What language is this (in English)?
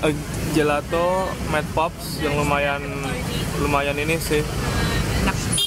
Indonesian